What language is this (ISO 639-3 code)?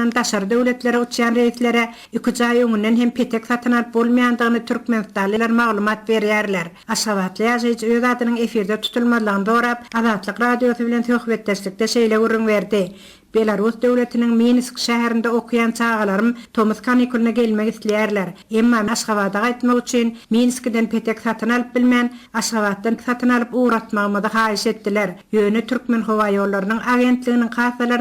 tuk